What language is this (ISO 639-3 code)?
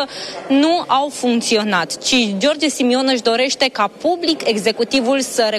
ron